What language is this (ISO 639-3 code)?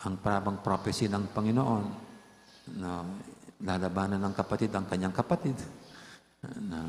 pam